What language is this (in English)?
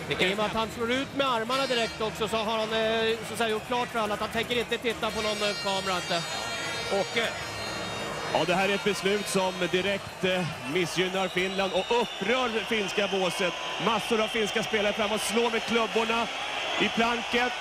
Swedish